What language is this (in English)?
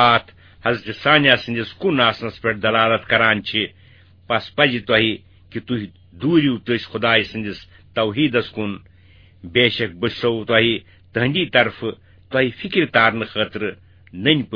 Kashmiri